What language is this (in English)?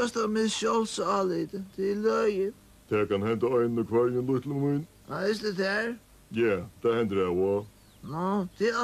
Faroese